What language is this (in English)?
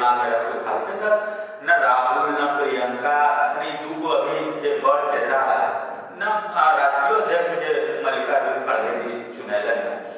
Magahi